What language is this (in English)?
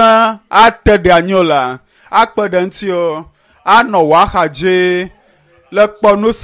Ewe